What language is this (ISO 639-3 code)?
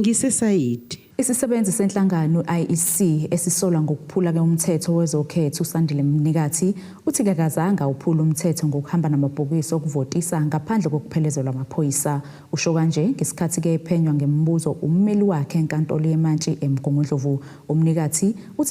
zul